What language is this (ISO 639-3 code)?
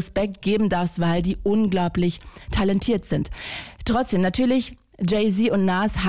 deu